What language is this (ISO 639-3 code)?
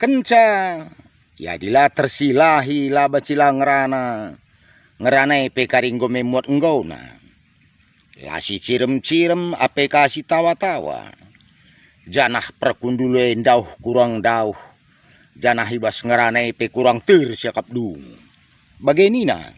btx